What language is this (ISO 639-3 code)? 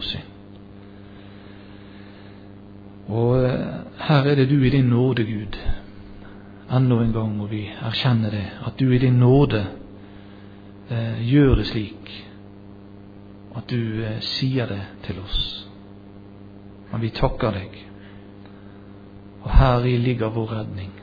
nor